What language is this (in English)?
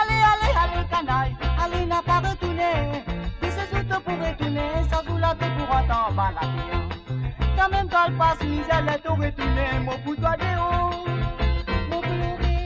Morisyen